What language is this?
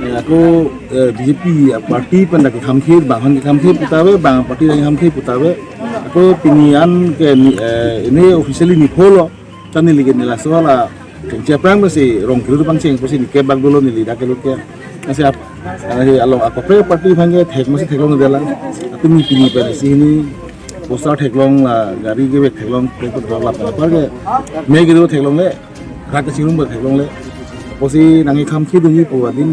Karbi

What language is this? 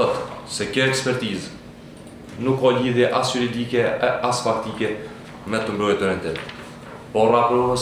Albanian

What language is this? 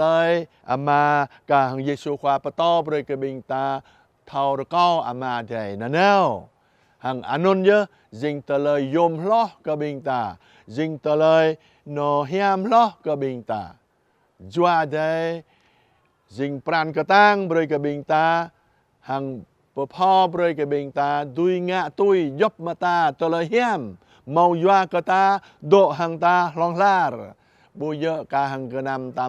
Jarai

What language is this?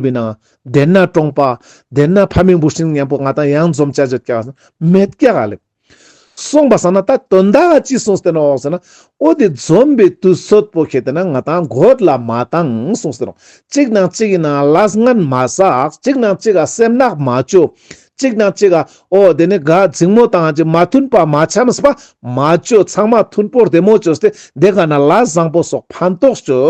Ladakhi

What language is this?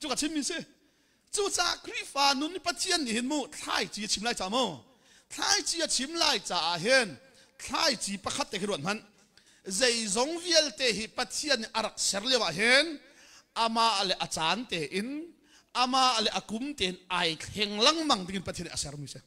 Hakha Chin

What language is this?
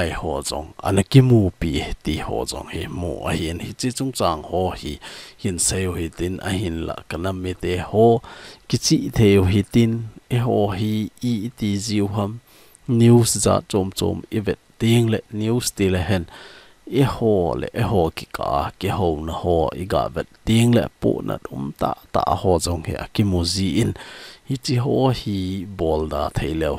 Thado Chin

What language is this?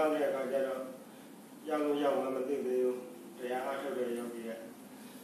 Burmese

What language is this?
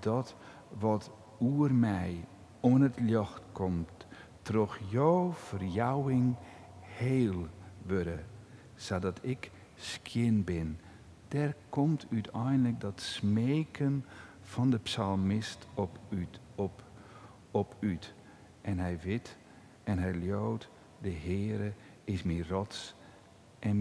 Western Frisian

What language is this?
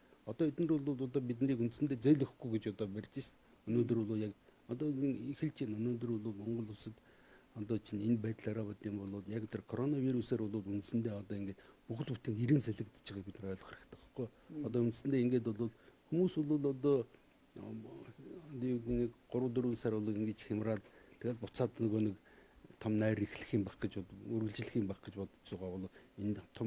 Mongolian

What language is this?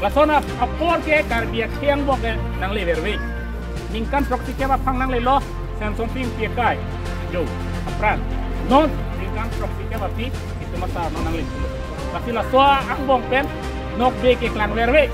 Karbi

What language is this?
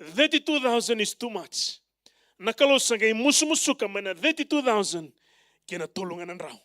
Fijian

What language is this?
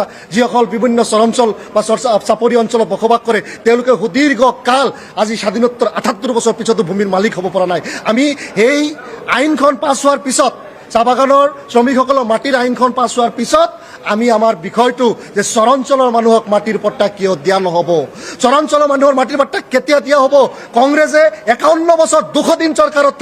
Assamese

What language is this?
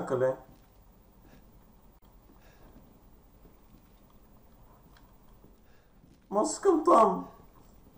Bulgarian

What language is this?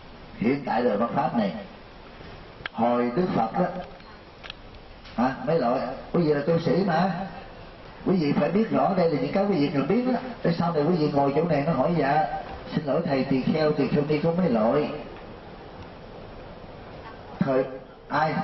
Vietnamese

